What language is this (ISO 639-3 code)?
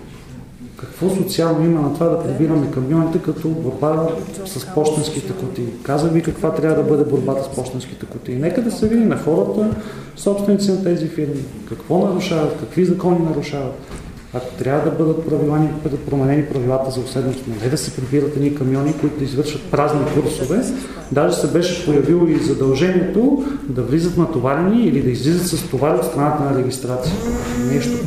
bul